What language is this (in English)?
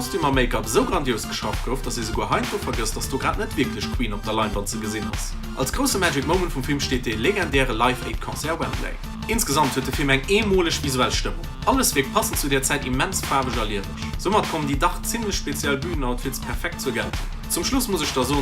Luxembourgish